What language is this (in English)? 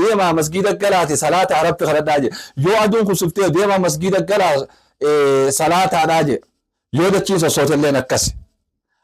Oromo